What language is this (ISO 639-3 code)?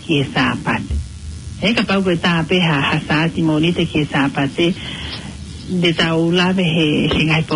ton